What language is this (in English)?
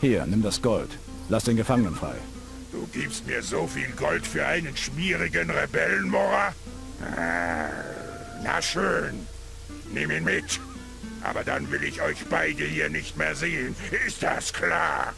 Bavarian